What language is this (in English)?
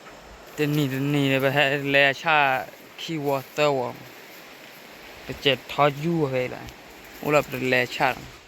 S'gaw Karen